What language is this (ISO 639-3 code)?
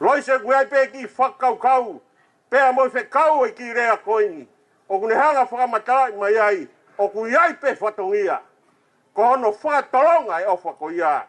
ton